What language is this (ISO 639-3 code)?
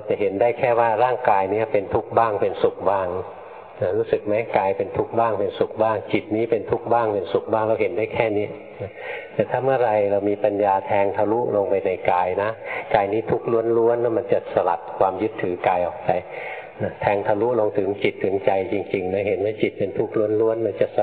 tha